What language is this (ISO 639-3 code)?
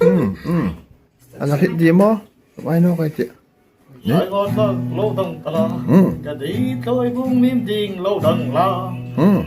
hmr